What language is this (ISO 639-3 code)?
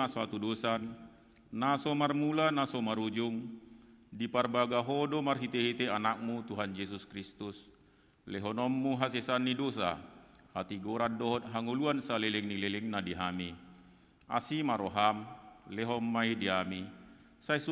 bbc